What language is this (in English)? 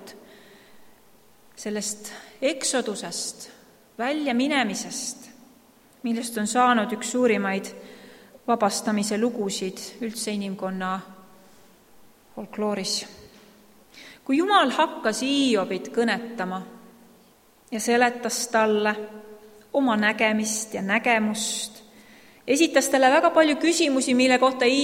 Estonian